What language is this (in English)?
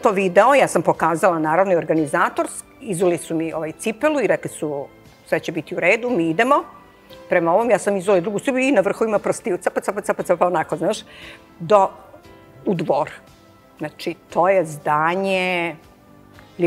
Serbian